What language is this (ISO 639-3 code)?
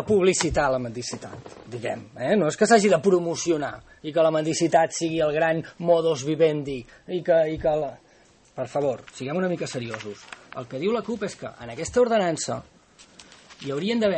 cat